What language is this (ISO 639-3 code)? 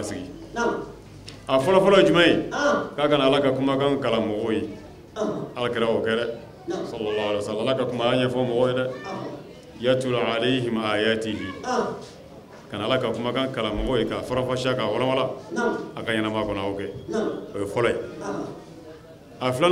bam